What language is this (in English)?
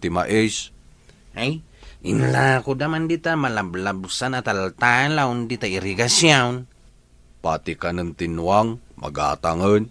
Iloko